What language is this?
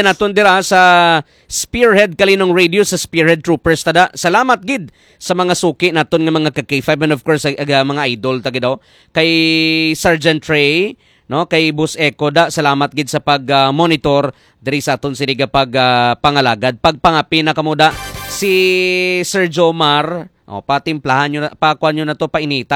Hiligaynon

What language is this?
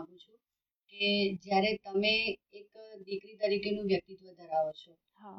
Gujarati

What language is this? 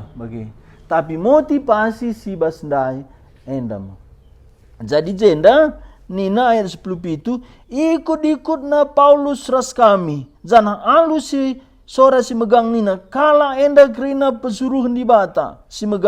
Batak Karo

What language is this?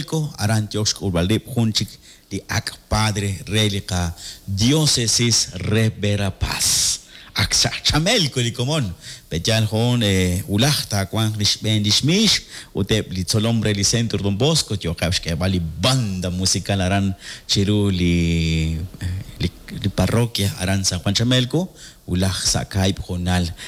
Kekchí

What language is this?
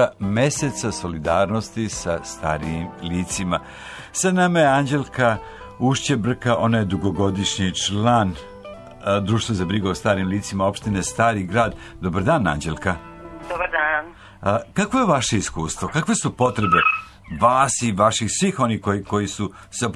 Serbian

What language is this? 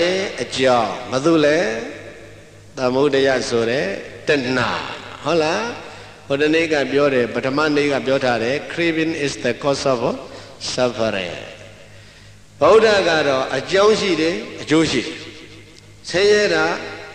Burmese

